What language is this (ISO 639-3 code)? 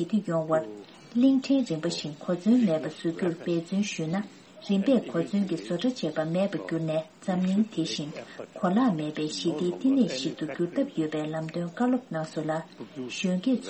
bod